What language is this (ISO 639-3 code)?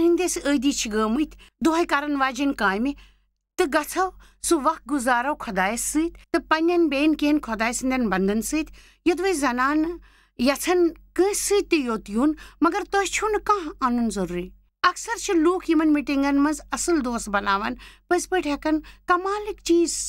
kas